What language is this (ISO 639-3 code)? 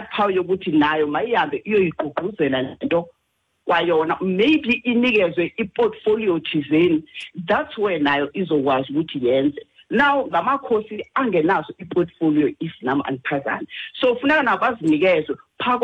xho